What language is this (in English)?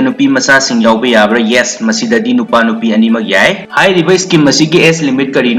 Manipuri